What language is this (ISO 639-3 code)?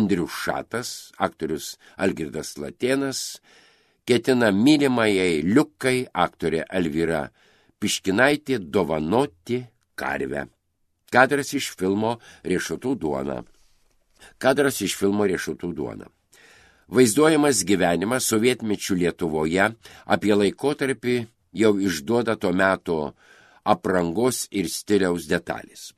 lit